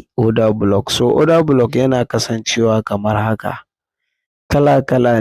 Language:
Hausa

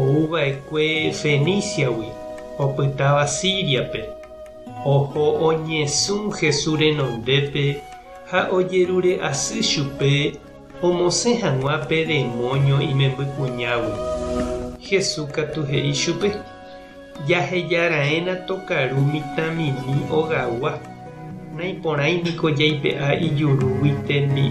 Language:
Guarani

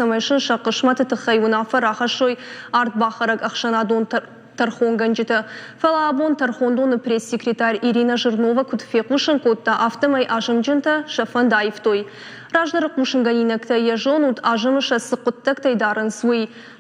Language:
Ossetic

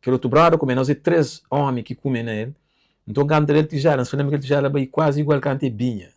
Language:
Kabuverdianu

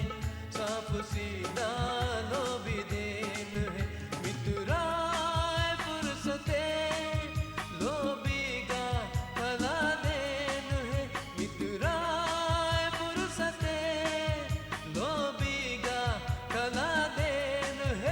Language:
Divehi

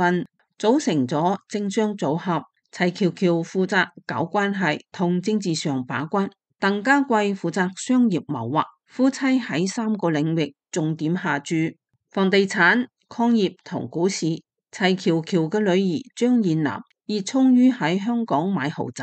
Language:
Cantonese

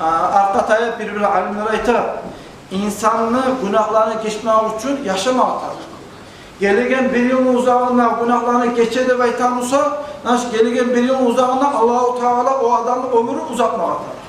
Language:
Kumyk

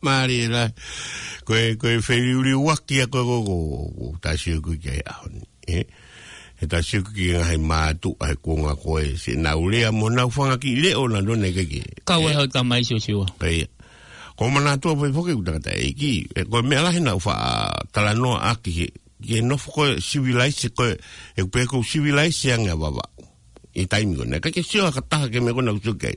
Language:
Tongan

